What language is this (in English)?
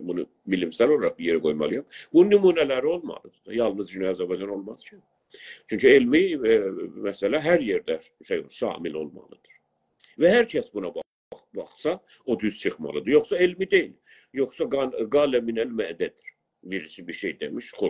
South Azerbaijani